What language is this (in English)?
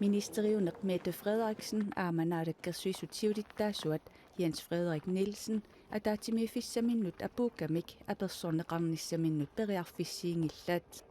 Kalaallisut